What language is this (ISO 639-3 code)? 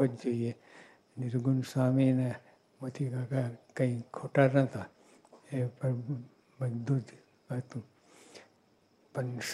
guj